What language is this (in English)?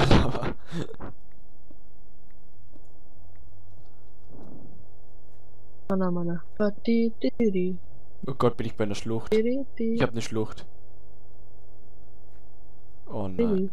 German